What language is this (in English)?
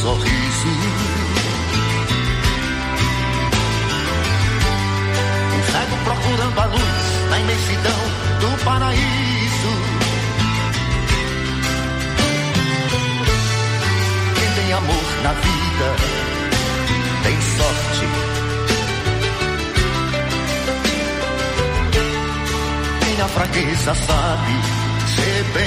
Portuguese